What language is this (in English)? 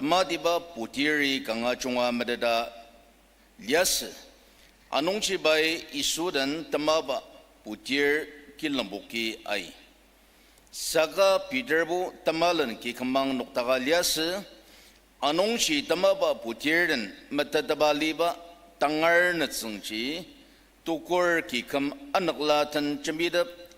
Ao Naga